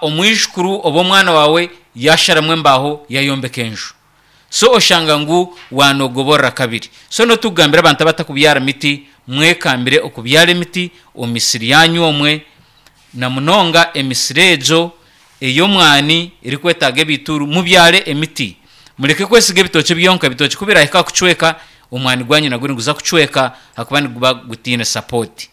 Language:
Nyankole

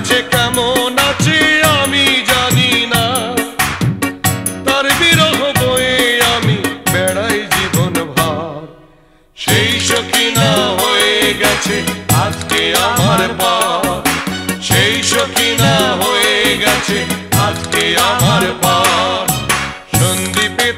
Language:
Bangla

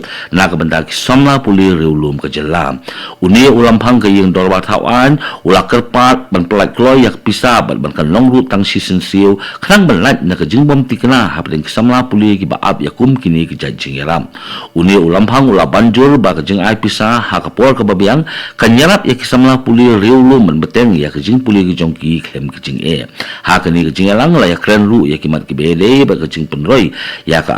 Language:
Khasi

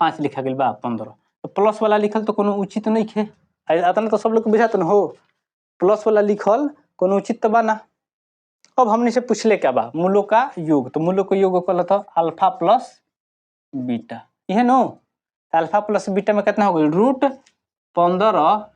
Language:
Bhojpuri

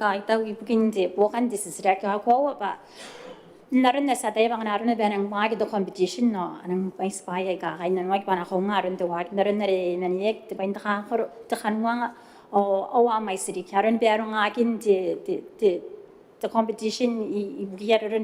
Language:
Gilbertese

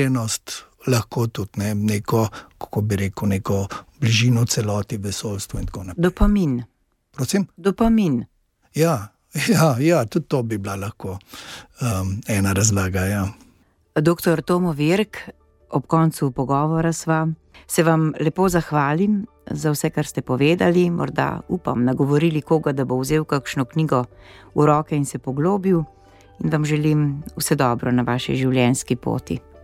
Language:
Slovenian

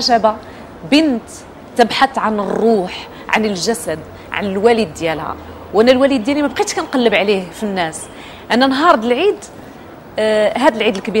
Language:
Moroccan Arabic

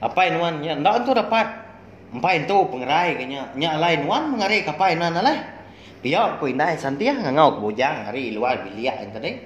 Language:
Iban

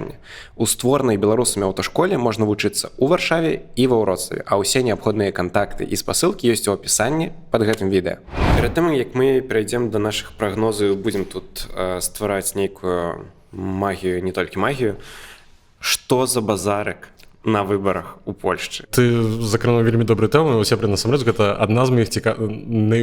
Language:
Belarusian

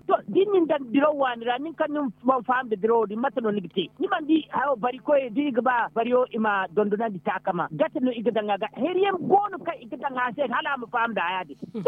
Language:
Zarma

